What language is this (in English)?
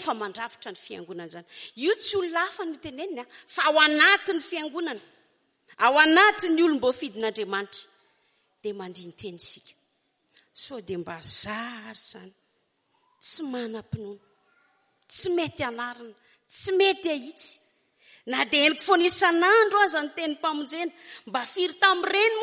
Malagasy